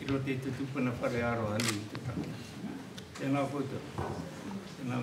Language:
Māori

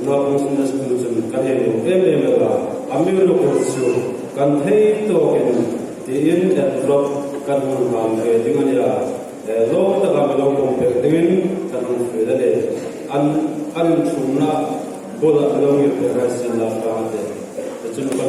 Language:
Hmar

